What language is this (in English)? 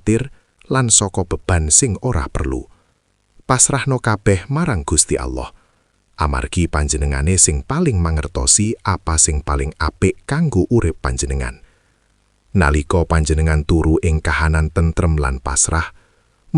Javanese